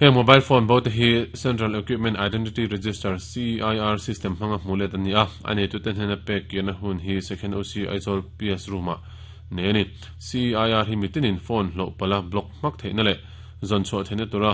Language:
Mizo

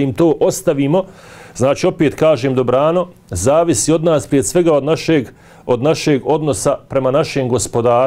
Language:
Bosnian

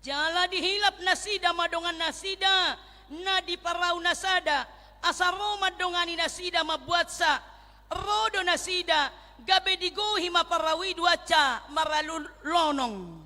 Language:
Batak Toba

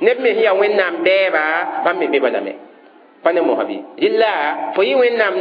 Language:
Mossi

